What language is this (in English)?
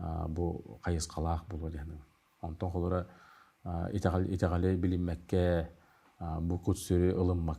Yakut